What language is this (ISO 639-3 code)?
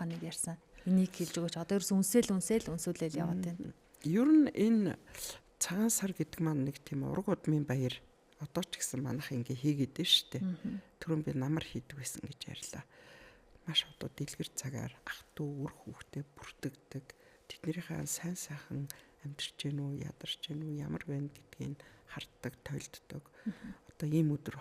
mon